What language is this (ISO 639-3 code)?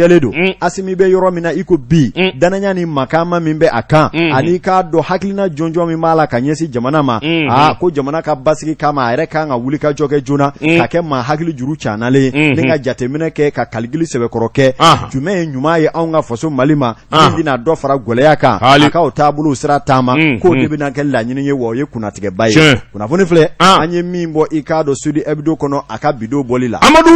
bam